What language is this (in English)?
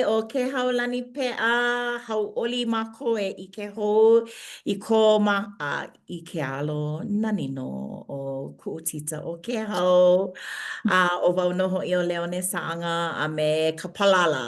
Hawaiian